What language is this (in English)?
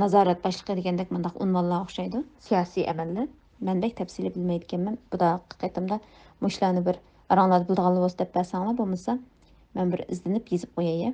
Uyghur